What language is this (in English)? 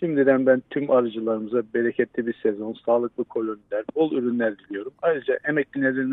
Turkish